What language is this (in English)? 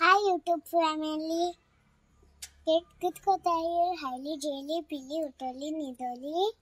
Konkani